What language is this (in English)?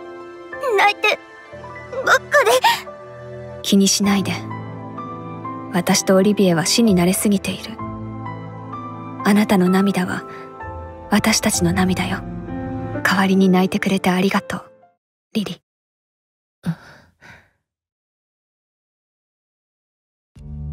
Japanese